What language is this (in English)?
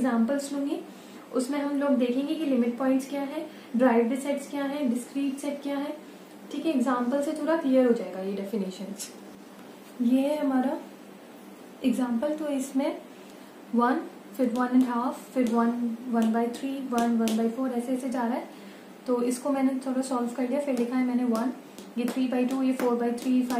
Hindi